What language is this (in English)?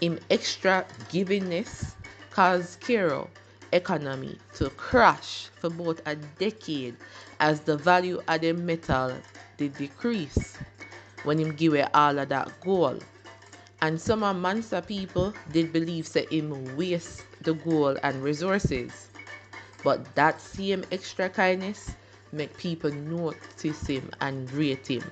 Jamaican Creole English